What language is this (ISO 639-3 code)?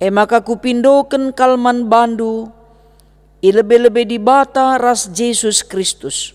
btx